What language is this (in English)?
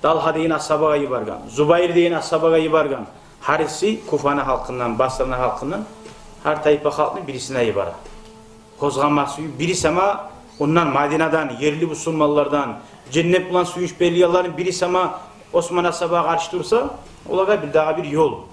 Kumyk